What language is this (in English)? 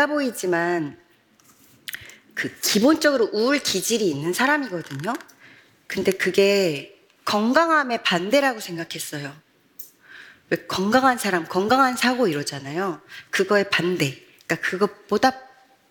Korean